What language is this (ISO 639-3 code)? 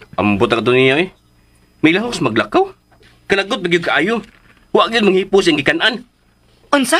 ceb